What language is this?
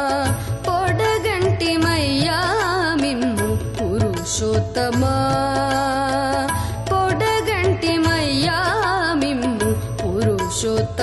Telugu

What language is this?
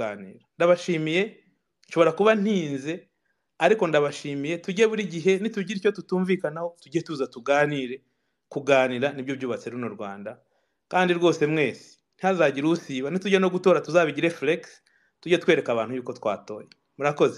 Kinyarwanda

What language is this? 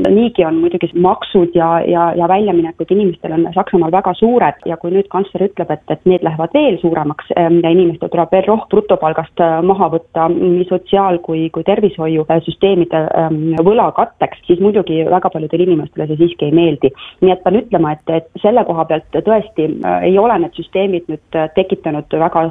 Estonian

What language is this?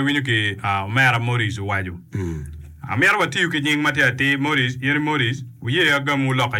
Acoli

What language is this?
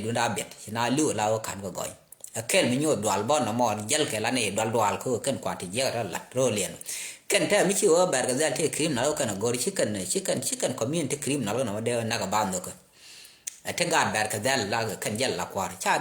Nuer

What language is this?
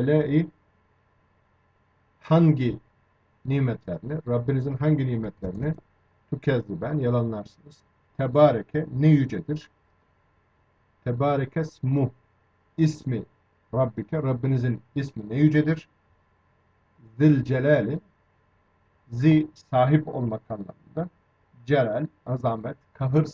Turkish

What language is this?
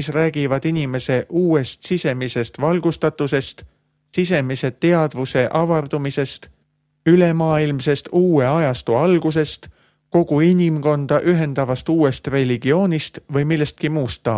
Estonian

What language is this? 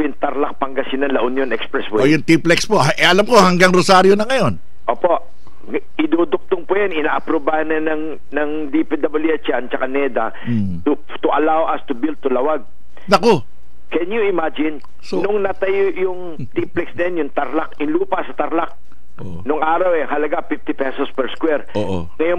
Filipino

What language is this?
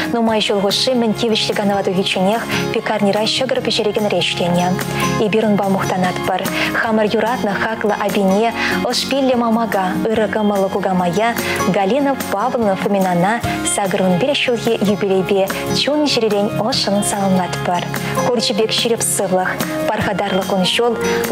Chuvash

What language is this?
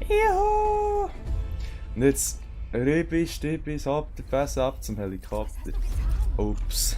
Swiss German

